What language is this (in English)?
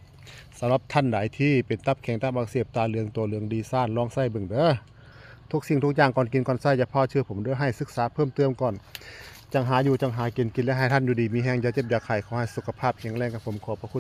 Northeastern Thai